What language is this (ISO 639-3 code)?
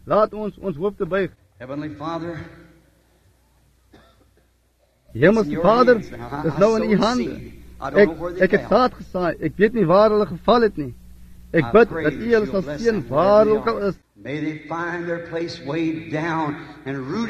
afr